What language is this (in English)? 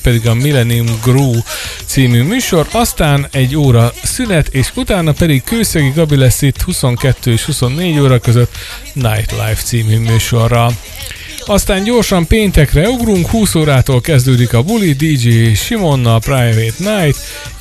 Hungarian